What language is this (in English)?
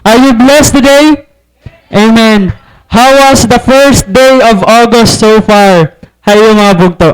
Waray